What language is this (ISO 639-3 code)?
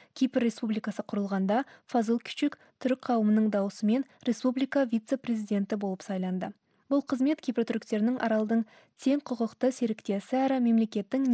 kaz